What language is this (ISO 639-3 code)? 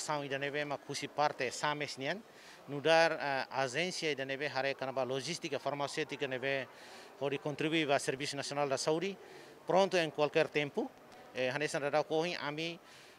tet